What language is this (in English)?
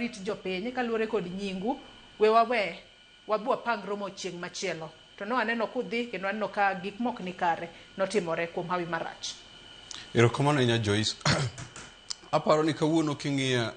Luo (Kenya and Tanzania)